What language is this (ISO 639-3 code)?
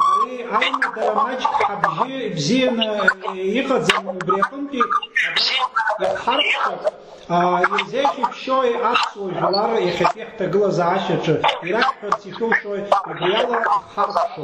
abk